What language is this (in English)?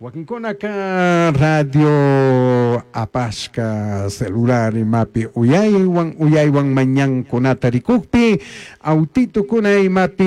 Chimborazo Highland Quichua